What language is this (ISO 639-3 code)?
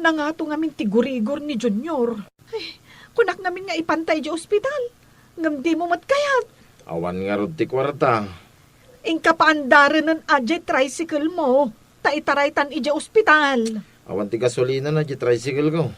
ilo